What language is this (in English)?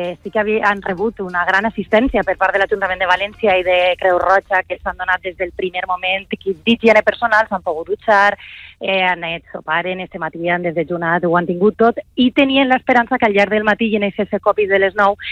Catalan